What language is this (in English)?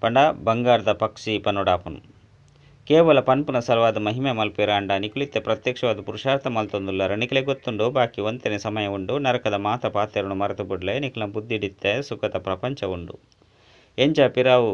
Tulu